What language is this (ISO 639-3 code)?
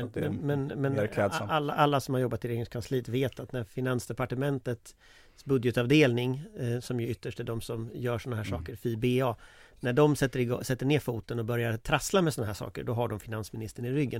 swe